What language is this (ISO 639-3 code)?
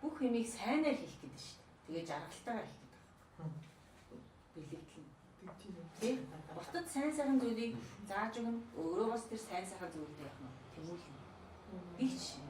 mon